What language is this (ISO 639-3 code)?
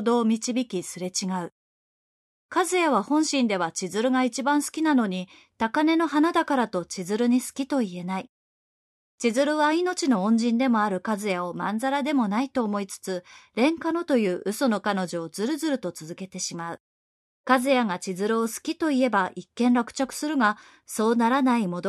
jpn